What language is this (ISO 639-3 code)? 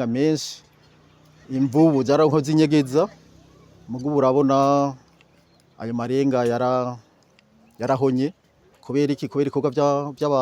run